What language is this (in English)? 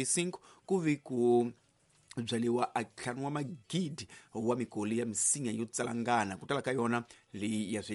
Tsonga